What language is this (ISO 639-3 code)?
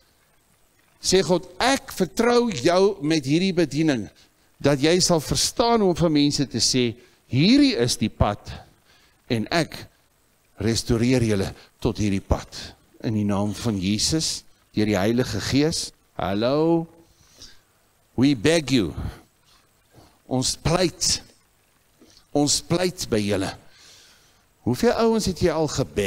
afr